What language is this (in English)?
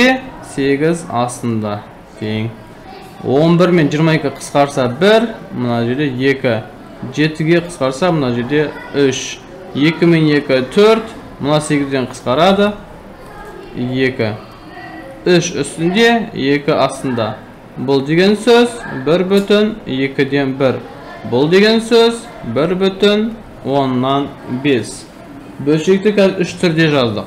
Kazakh